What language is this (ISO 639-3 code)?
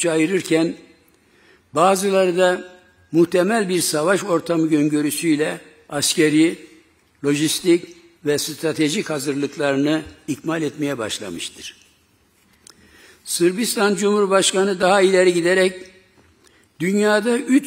tur